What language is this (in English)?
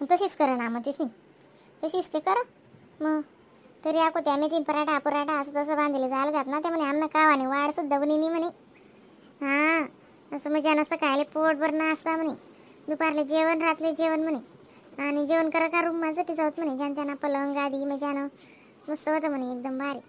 Khandesi